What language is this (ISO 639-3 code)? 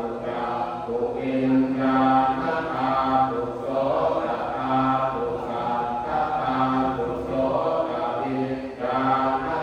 pli